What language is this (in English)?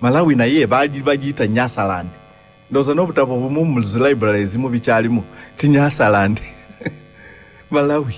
Ganda